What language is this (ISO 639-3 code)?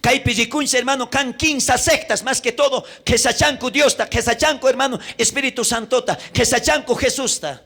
quh